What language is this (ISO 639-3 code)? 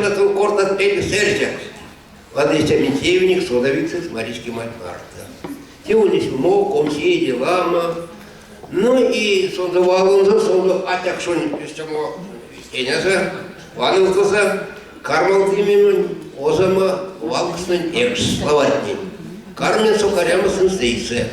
myv